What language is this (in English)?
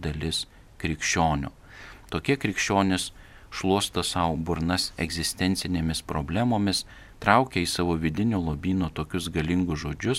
Lithuanian